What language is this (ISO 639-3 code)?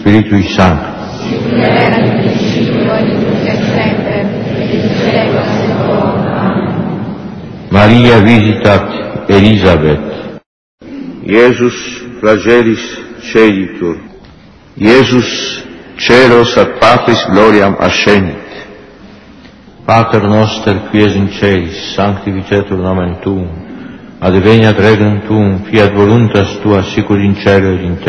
lat